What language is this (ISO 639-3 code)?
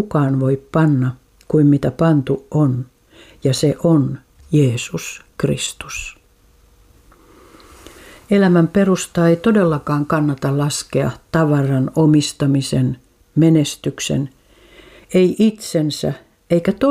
fin